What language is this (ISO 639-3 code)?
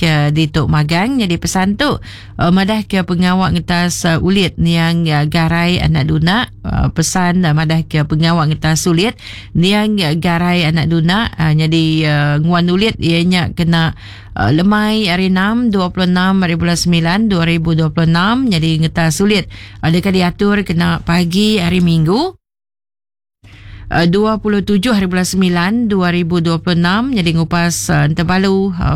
iba